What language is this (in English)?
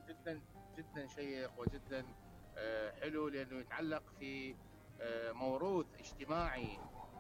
Mesopotamian Arabic